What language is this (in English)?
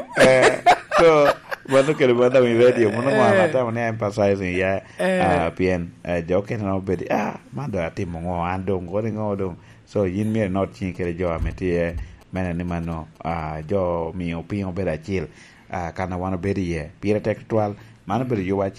Lango (Uganda)